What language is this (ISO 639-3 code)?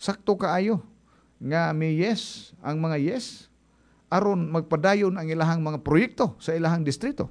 ceb